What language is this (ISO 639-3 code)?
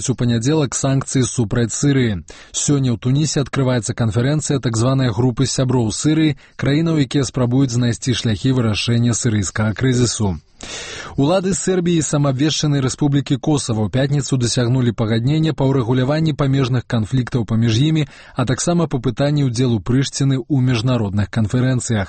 bel